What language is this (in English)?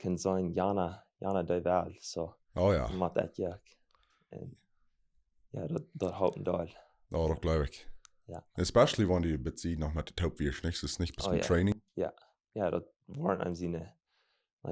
Plautdietsch